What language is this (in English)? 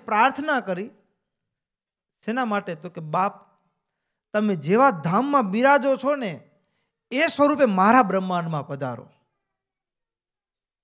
Gujarati